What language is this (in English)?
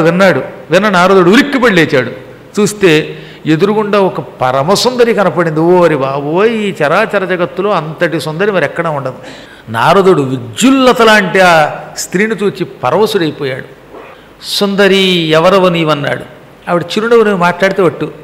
Telugu